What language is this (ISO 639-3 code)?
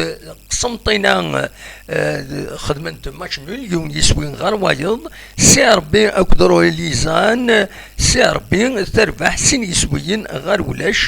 kab